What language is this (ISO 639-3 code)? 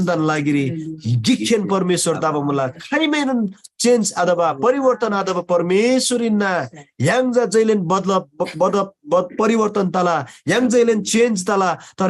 taj